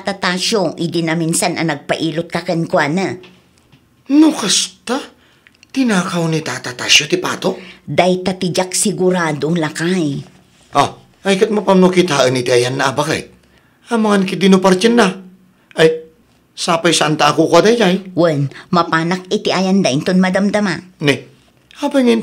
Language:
Iloko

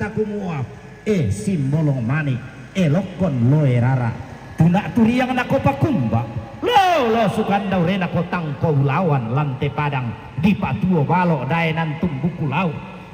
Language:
Toraja-Sa'dan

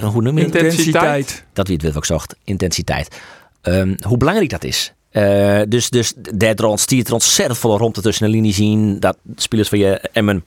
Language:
Western Frisian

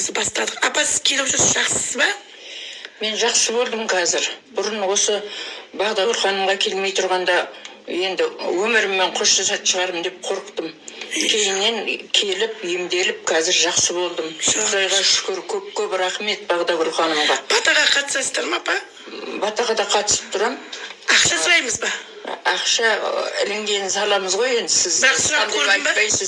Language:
Kazakh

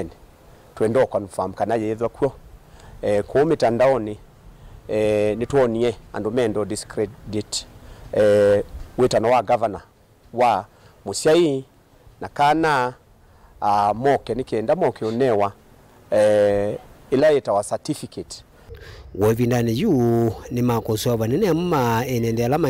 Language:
Kamba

